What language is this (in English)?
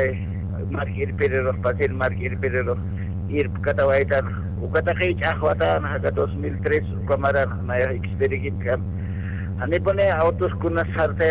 Aymara